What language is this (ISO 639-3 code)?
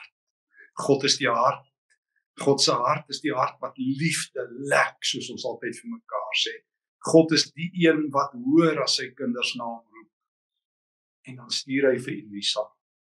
afr